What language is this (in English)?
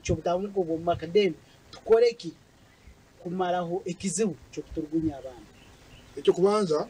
Nyankole